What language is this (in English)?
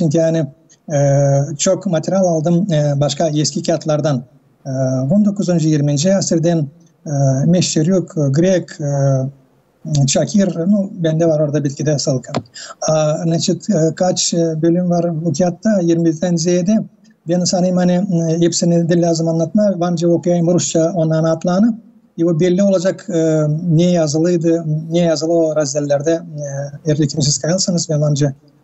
Gagauz